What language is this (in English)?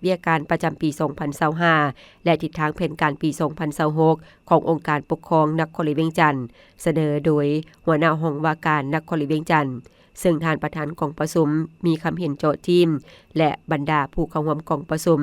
Lao